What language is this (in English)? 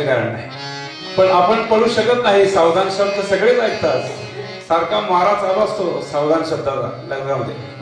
Marathi